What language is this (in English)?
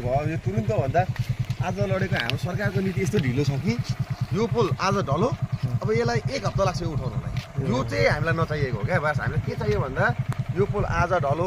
Nepali